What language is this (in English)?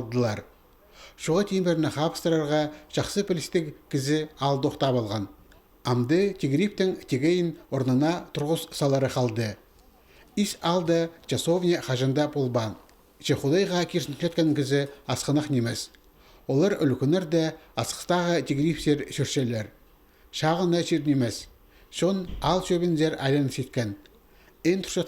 Khakas